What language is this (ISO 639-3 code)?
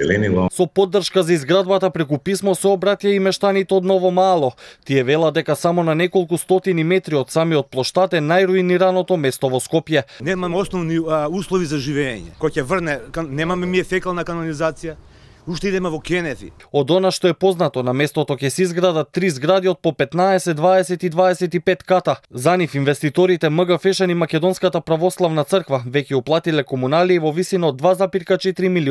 mkd